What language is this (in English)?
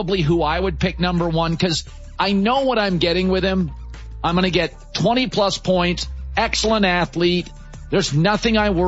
English